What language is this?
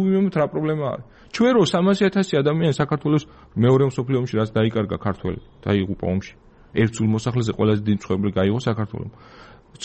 Georgian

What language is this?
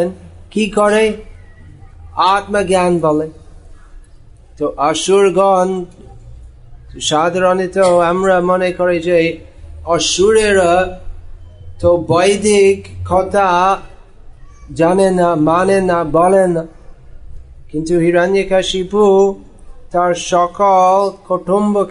Bangla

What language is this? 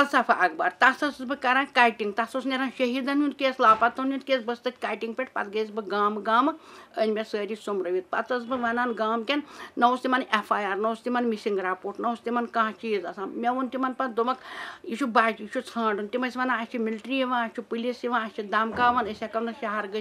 Kashmiri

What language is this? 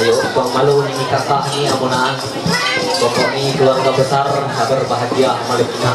Ma'anyan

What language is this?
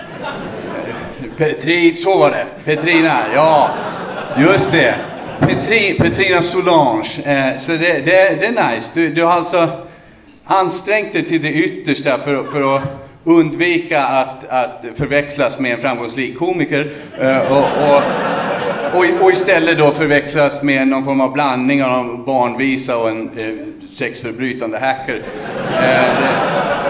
Swedish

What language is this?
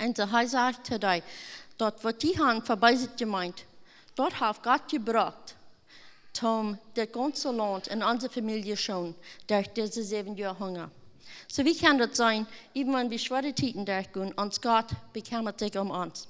Plautdietsch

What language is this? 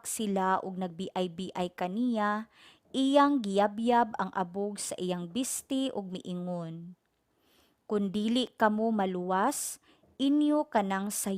Cebuano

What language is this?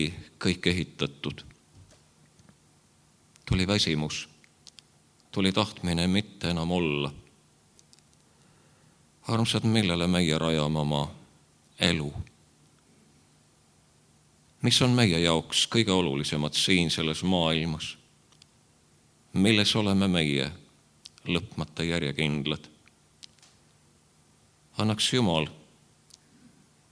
Estonian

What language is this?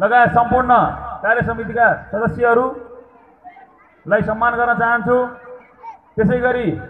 Nepali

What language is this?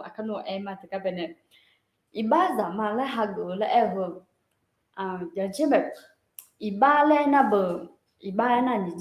Akha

